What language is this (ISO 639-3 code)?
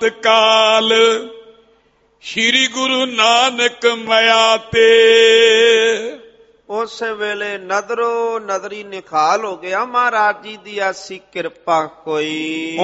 pan